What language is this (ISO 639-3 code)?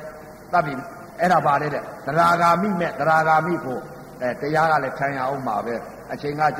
mya